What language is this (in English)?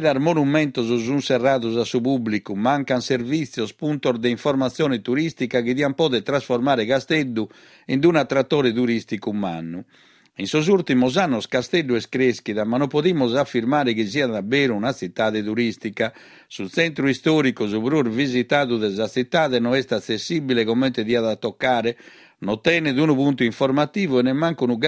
Sardinian